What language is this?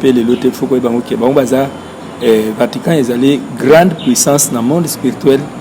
Lingala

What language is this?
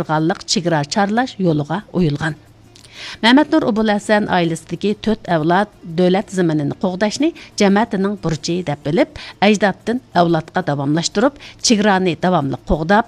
Uyghur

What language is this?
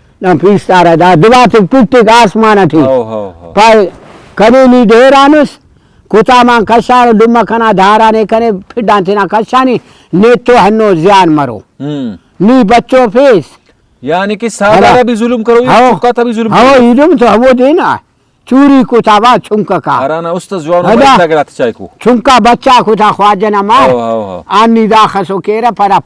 Brahui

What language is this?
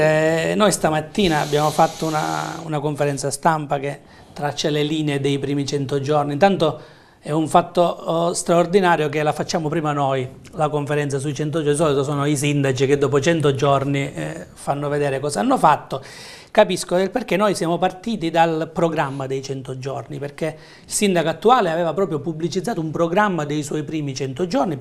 Italian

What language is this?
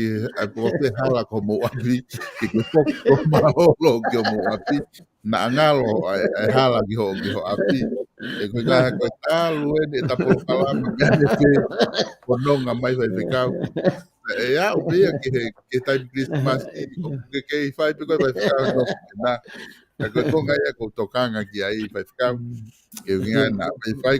Tongan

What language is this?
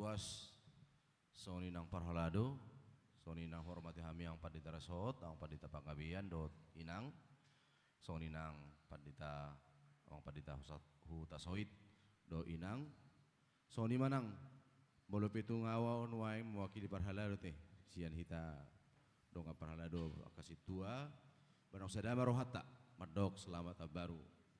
Batak Toba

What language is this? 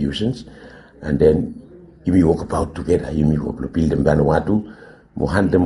Bislama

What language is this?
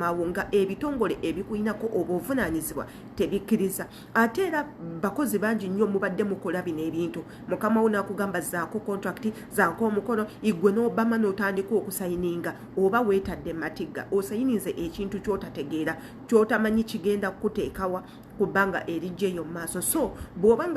Ganda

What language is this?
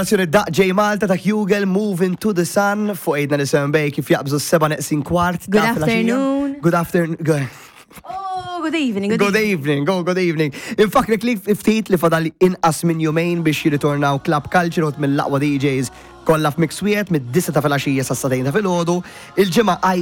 Maltese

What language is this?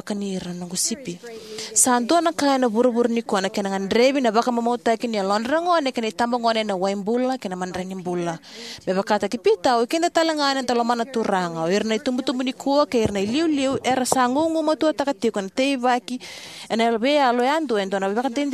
Fijian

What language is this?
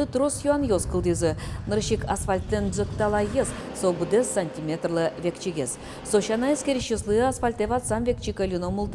Udmurt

